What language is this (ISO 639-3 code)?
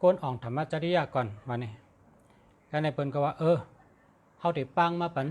shn